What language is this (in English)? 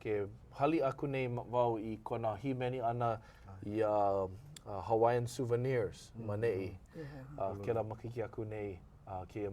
Hawaiian